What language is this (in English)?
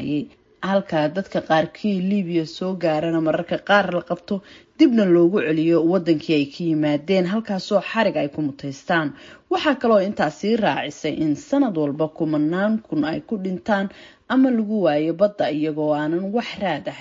Somali